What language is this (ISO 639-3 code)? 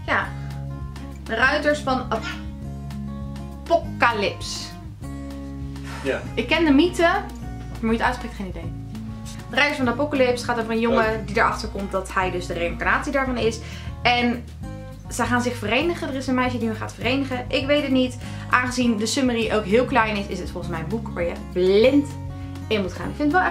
nld